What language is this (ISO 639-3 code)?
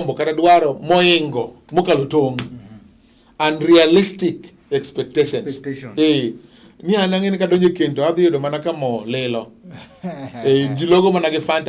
luo